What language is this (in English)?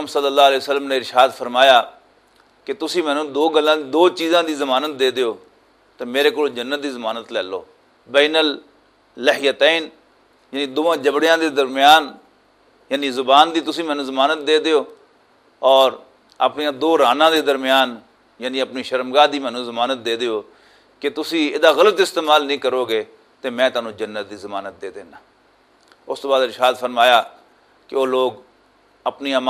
Western Panjabi